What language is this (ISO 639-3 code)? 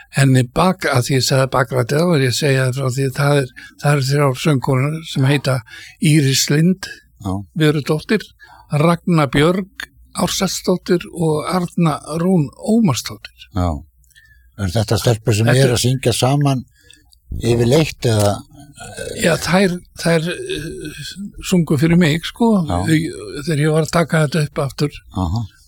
isl